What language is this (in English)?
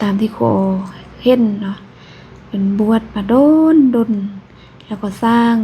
Lao